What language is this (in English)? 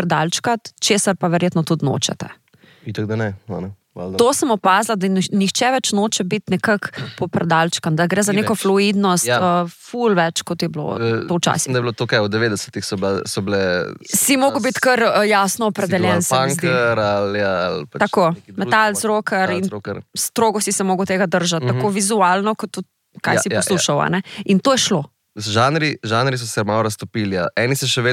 Slovenian